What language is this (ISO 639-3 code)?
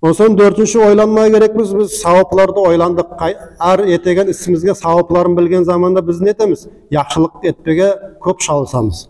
nog